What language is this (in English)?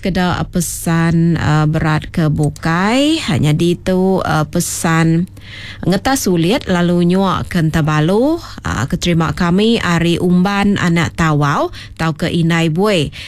Iban